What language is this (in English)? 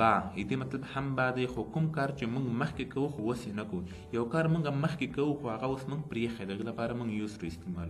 Pashto